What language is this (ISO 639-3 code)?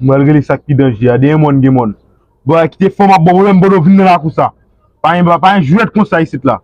hat